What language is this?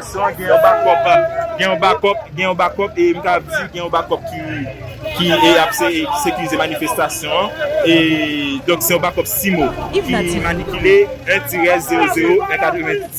Haitian Creole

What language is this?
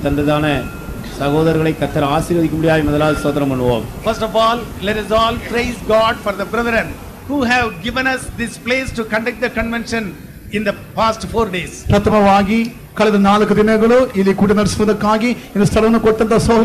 Tamil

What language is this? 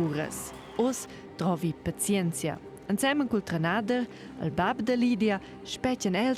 Romansh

